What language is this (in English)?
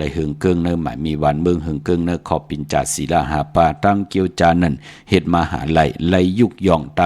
Shan